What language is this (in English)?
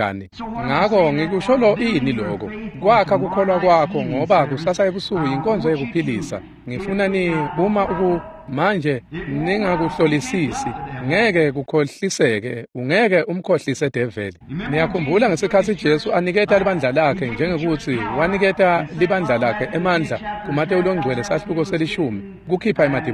Swati